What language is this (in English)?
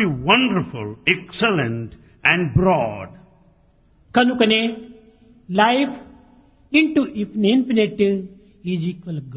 Telugu